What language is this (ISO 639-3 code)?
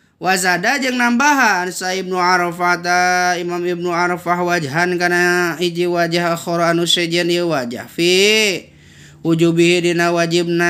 sun